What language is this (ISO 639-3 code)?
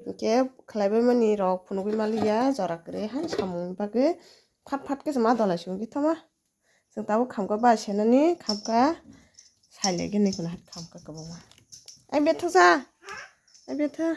trp